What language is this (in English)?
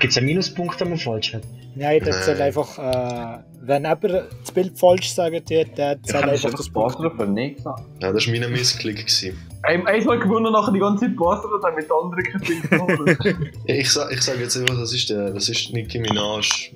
Swiss German